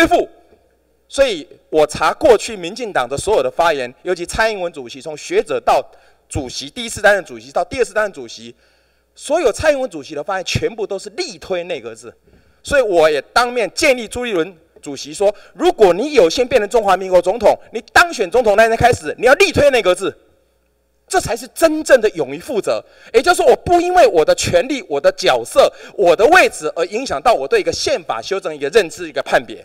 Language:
Chinese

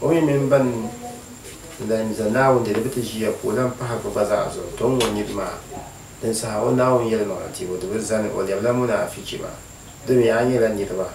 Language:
Dagbani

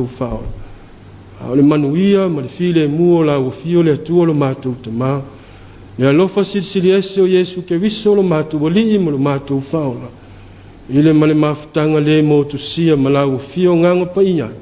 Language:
Samoan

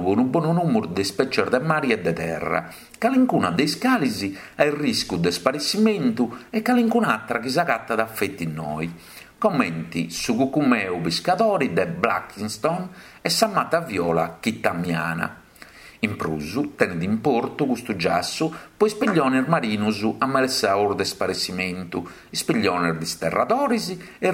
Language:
Sardinian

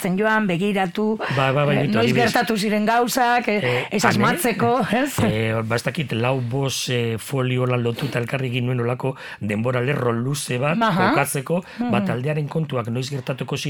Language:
Basque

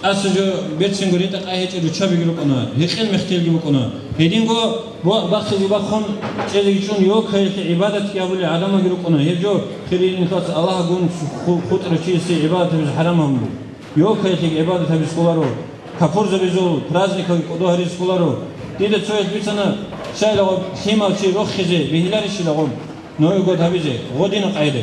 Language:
Avaric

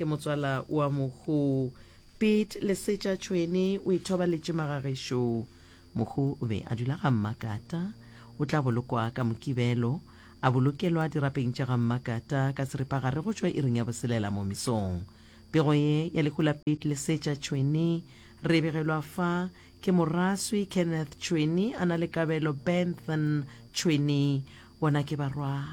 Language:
Northern Sotho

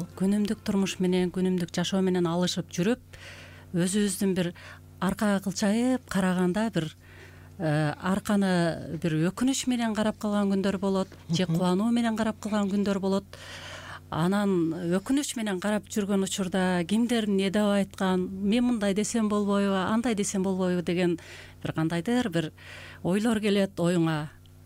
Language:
Kyrgyz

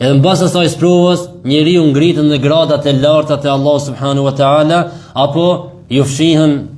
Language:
Albanian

